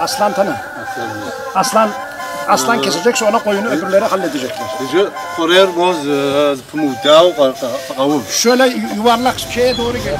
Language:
Kabardian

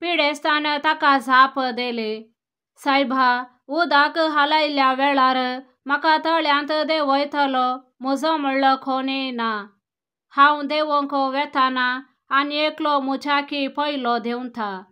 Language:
Konkani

